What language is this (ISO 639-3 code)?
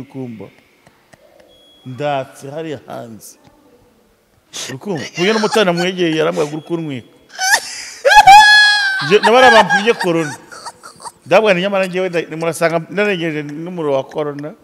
kin